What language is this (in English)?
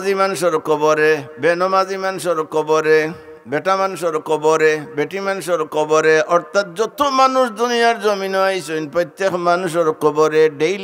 Sylheti